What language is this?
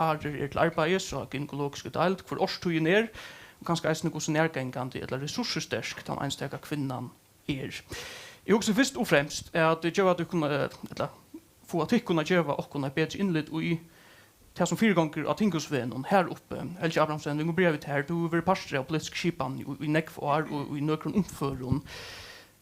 Faroese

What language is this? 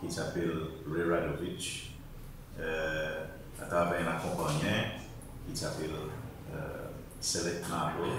Seselwa Creole French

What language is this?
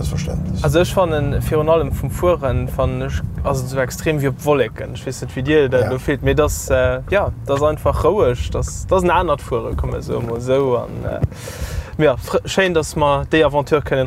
Luxembourgish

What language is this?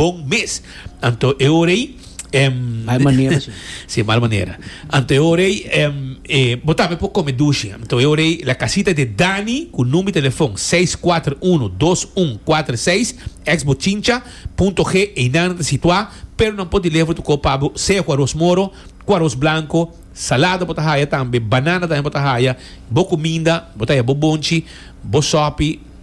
Papiamento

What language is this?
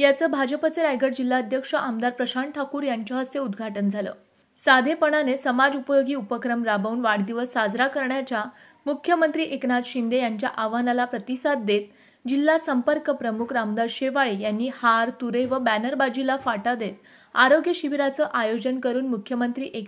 Marathi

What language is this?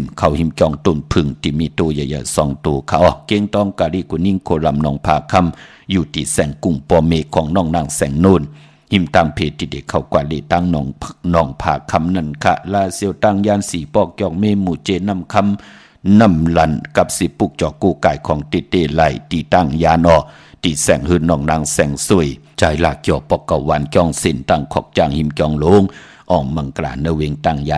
Shan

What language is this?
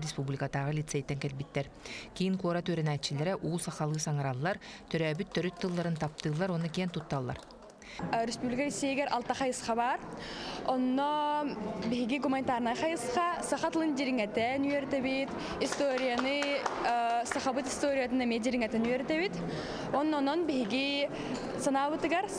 Yakut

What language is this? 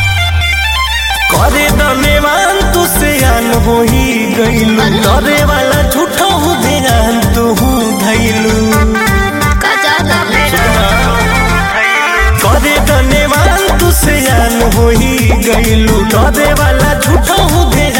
Bhojpuri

